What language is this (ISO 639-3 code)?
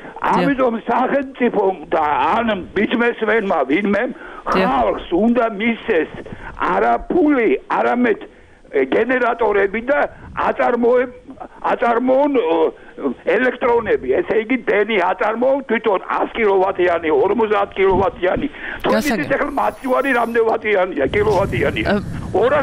kat